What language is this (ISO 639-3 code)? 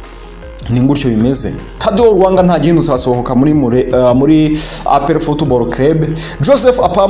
kin